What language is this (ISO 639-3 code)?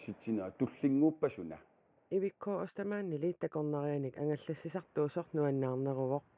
kal